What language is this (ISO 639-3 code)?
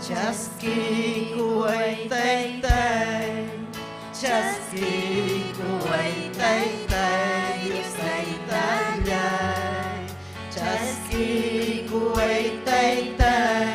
quy